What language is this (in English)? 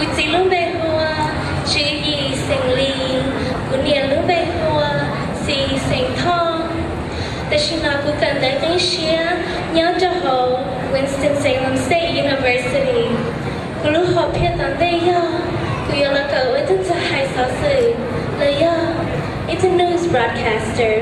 Hmong